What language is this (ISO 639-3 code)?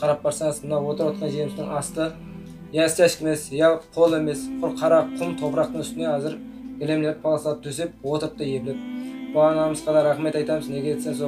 kaz